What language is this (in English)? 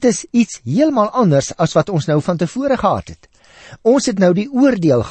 Afrikaans